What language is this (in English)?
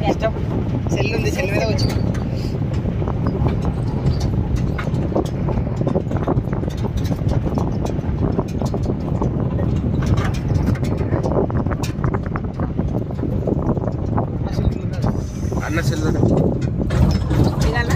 Telugu